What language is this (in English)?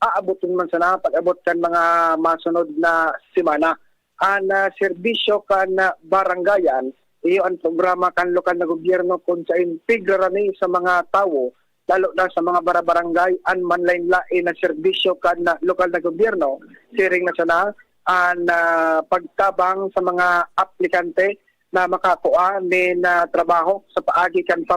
Bikol